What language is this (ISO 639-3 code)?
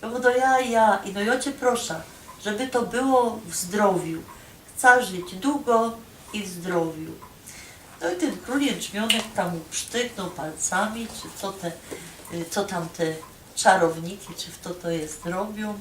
szl